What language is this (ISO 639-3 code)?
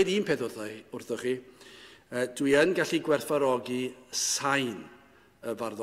cym